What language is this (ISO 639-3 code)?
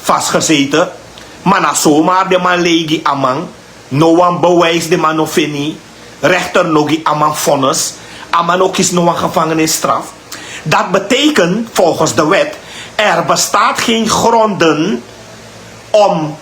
srn